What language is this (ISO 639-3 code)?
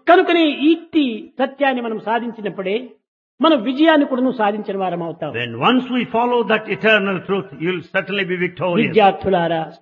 tel